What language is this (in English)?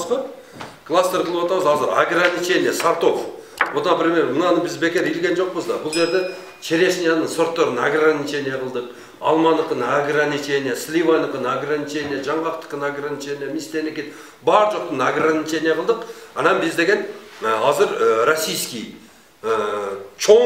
Kyrgyz